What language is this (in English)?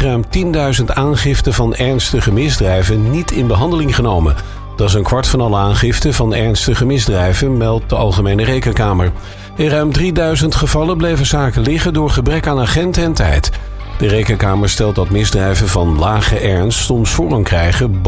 Dutch